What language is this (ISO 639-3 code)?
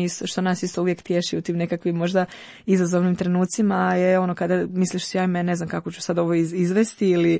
hrv